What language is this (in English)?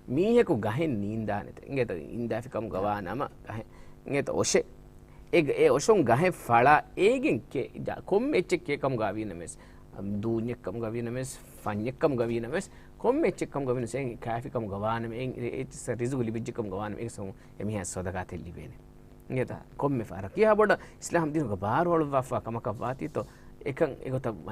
Divehi